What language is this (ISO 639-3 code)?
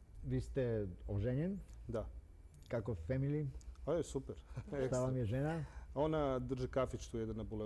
srp